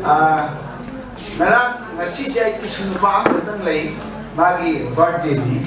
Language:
Manipuri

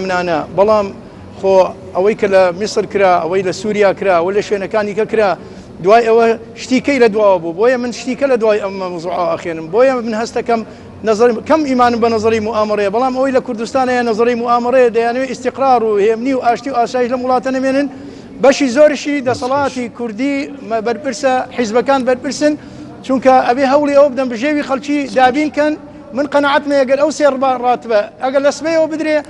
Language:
Central Kurdish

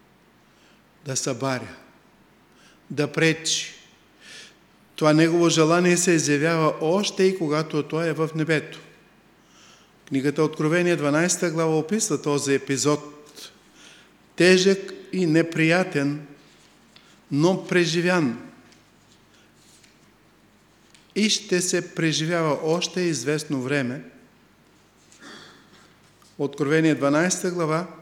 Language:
Bulgarian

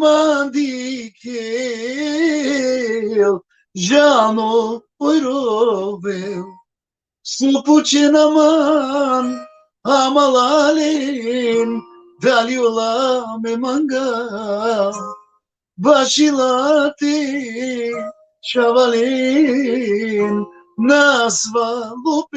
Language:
Balkan Romani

